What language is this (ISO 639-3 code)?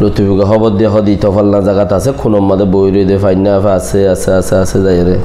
rhg